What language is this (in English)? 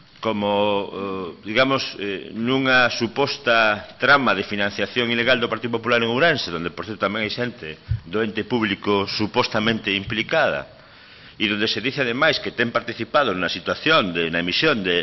Galician